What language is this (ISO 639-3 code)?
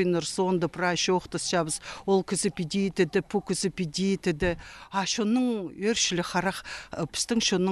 kjh